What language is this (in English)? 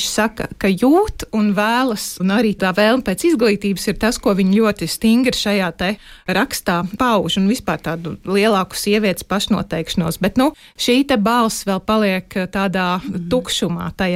Latvian